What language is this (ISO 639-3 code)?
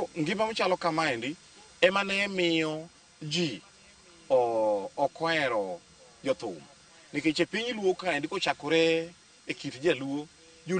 luo